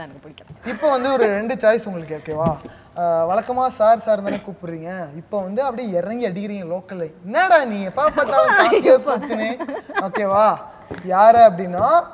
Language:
Tamil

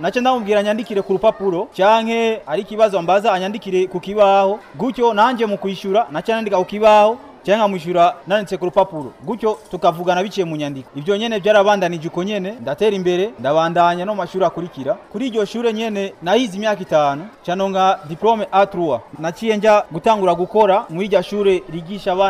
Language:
Rundi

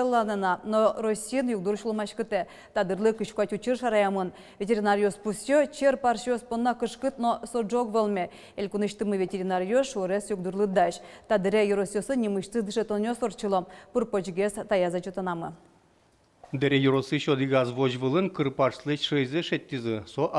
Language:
Udmurt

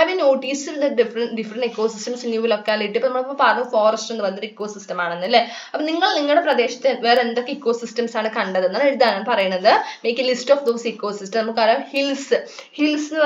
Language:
Malayalam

